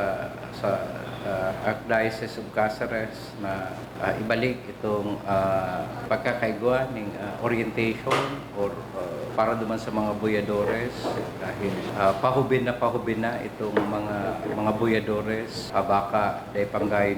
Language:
Bikol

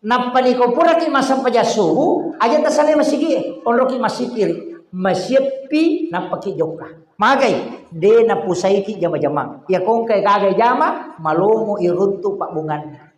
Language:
Buginese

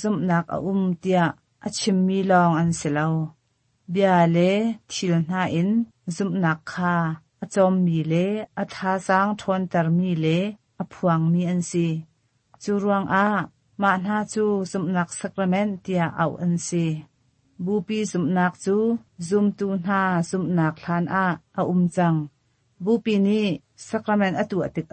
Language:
Hakha Chin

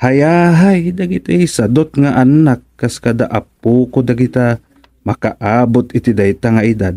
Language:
Iloko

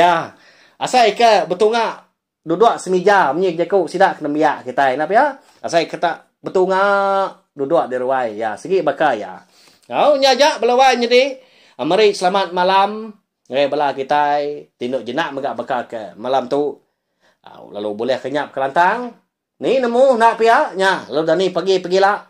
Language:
Iban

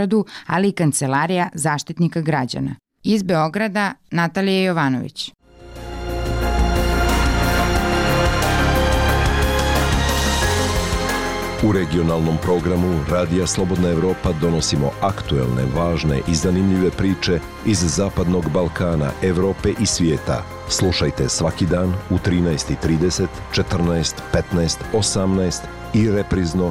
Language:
Bosnian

